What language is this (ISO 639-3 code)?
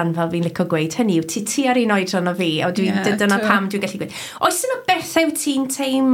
cym